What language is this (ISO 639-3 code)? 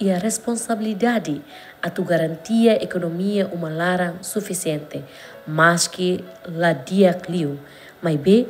tet